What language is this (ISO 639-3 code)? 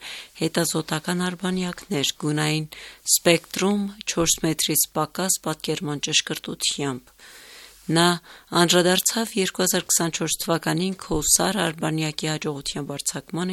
hye